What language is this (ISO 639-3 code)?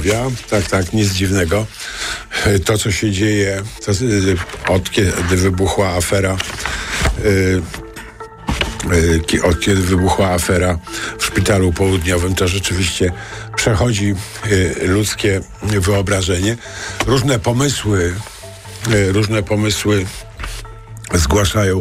pol